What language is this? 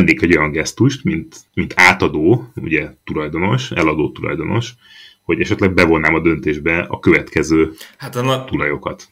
Hungarian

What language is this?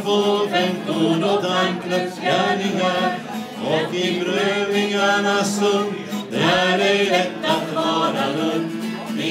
Swedish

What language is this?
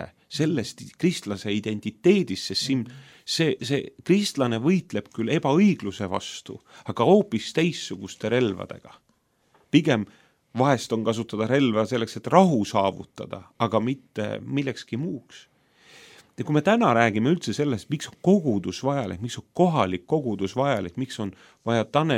Estonian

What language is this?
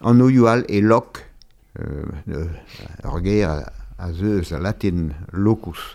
Breton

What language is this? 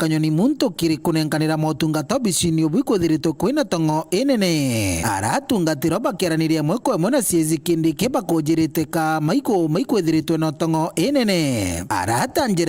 Meru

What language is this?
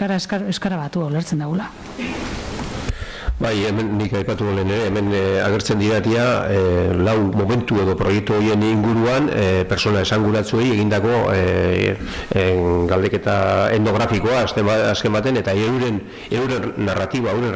Basque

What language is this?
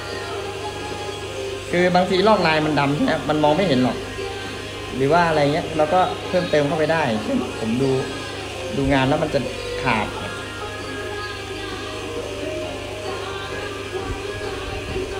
Thai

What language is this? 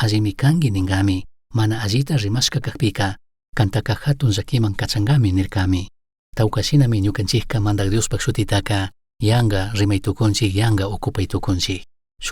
Chimborazo Highland Quichua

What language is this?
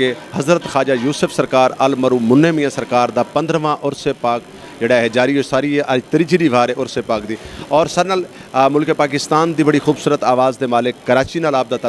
Saraiki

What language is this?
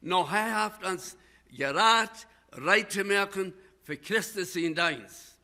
Plautdietsch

